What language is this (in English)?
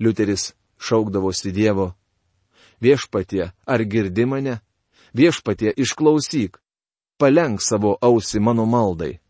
Lithuanian